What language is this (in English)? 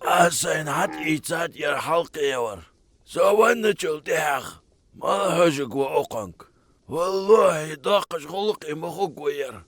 Ingush